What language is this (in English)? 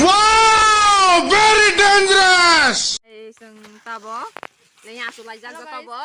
Kok Borok